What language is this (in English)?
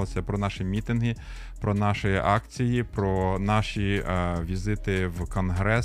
Ukrainian